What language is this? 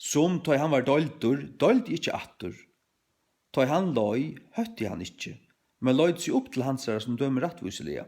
Faroese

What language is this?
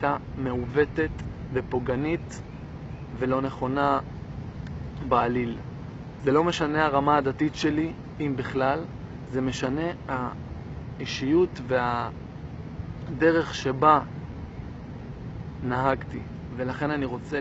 Hebrew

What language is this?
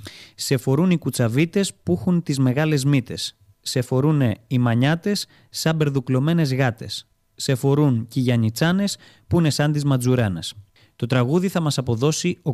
Greek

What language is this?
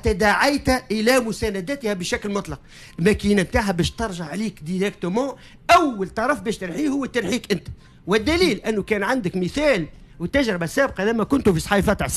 Tunisian Arabic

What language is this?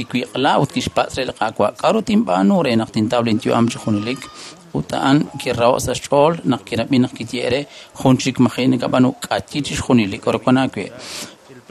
Kekchí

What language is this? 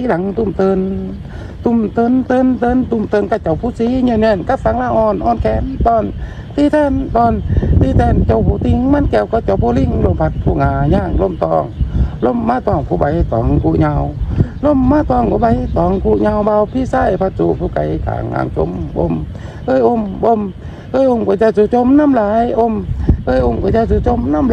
Lao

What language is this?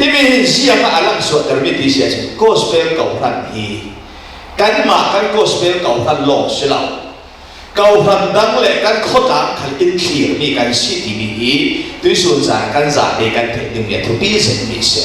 Falam Chin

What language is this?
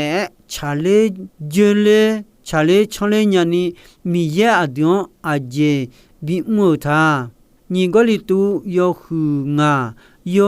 Akha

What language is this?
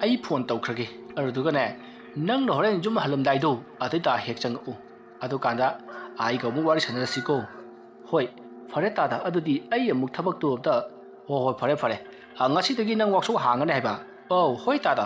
Manipuri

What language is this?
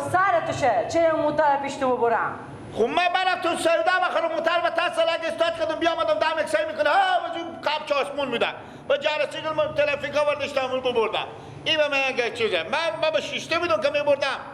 Persian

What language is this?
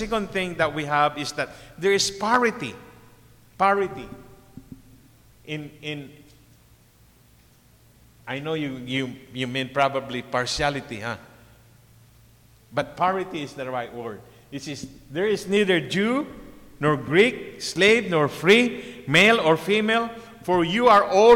English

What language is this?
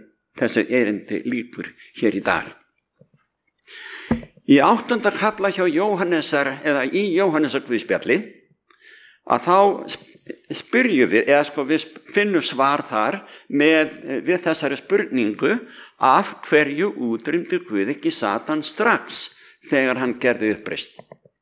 Icelandic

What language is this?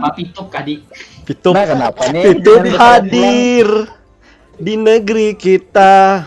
Banjar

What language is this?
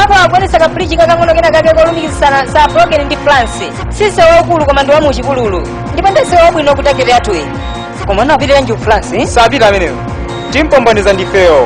Nyanja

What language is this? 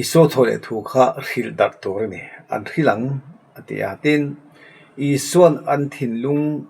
Mizo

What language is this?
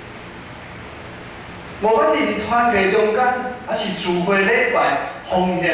Min Nan Chinese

